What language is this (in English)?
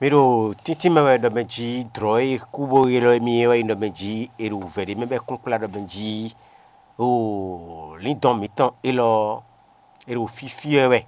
Fon